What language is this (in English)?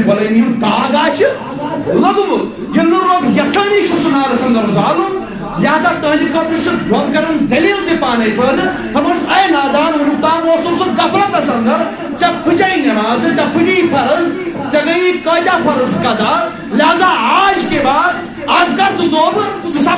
Kashmiri